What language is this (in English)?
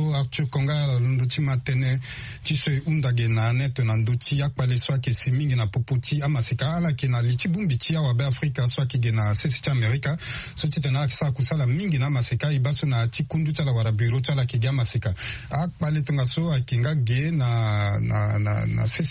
Sango